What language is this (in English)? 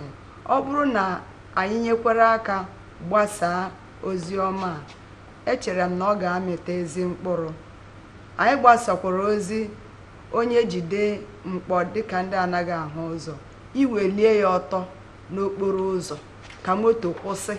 Igbo